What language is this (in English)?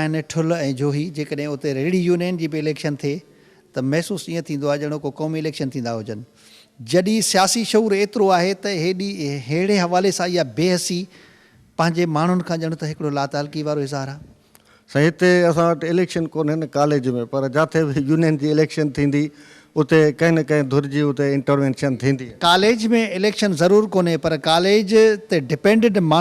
Sindhi